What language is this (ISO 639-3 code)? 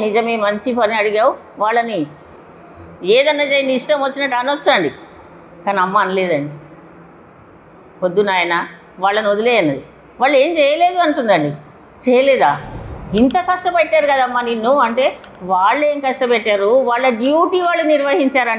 tel